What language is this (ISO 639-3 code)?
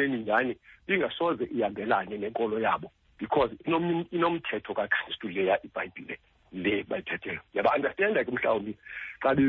xho